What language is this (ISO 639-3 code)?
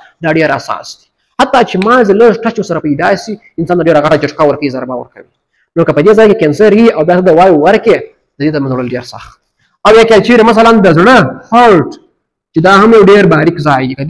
pus